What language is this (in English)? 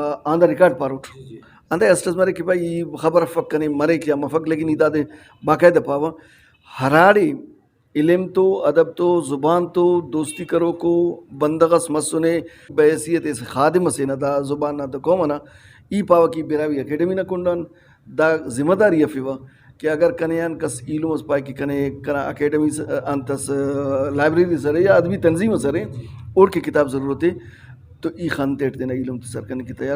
Brahui